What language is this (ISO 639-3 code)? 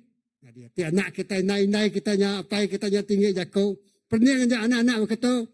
iba